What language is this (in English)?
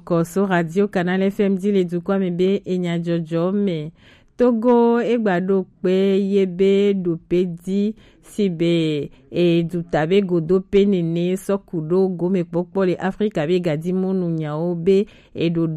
Gen